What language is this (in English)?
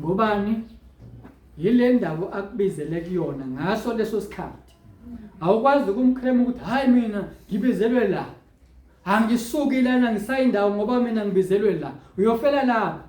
Zulu